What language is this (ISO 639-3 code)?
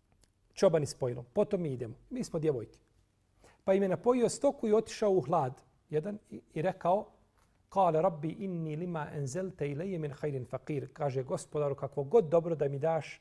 bos